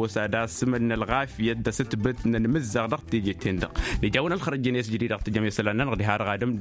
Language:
Tamasheq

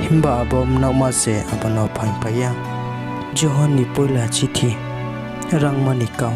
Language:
Riang (India)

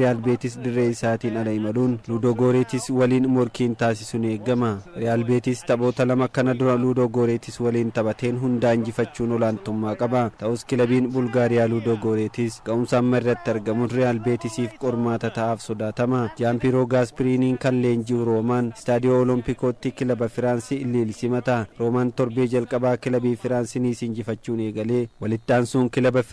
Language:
Oromo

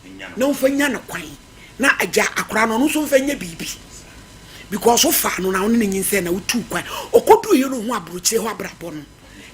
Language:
Akan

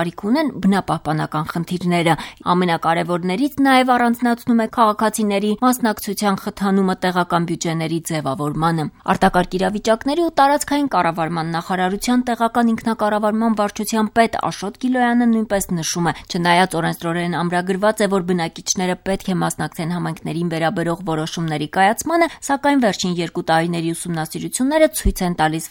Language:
Armenian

